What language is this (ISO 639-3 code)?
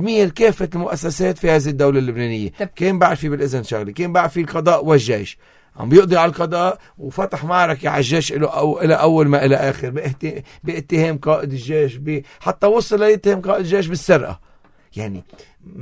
apc